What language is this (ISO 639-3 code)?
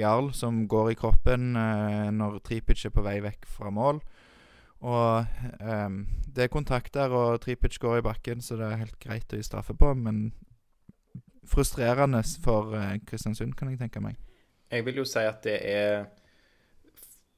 nor